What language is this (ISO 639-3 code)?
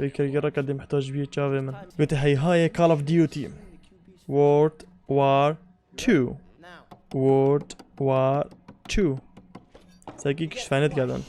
kur